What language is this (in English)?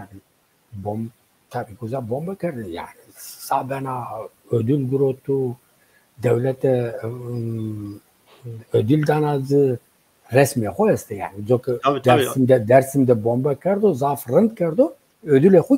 Zaza